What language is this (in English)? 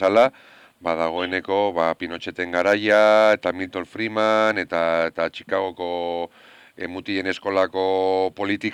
Basque